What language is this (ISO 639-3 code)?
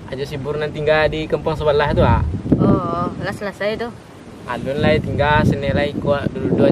min